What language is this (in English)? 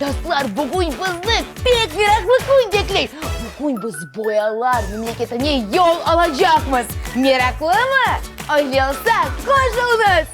Crimean Tatar